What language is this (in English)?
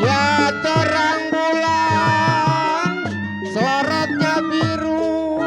Betawi